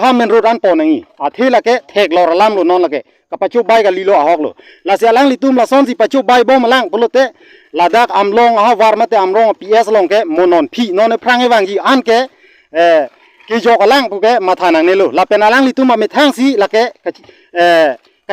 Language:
Karbi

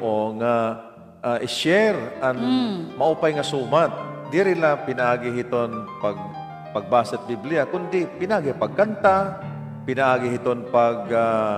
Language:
Waray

